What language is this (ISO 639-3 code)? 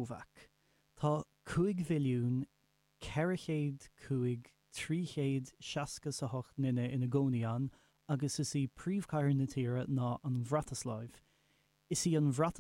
gle